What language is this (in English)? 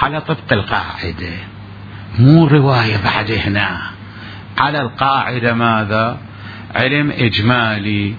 Mesopotamian Arabic